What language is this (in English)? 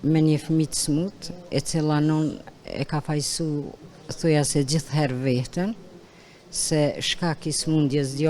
Albanian